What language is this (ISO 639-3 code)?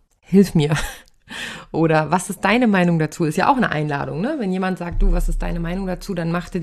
deu